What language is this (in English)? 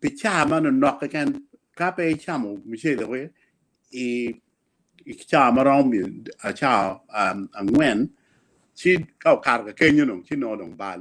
Acoli